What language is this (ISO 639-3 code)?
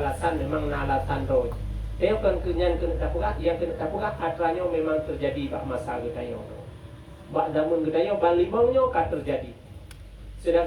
ace